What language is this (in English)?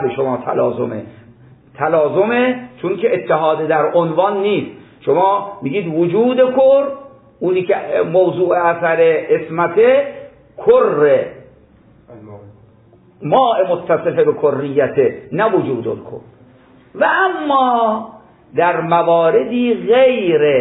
Persian